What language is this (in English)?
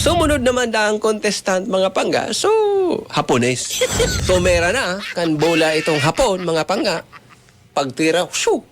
Bikol